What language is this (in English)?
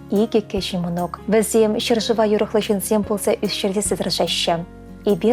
Chuvash